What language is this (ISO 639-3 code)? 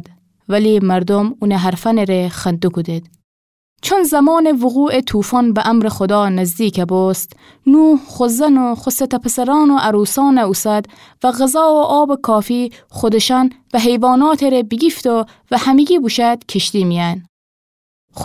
glk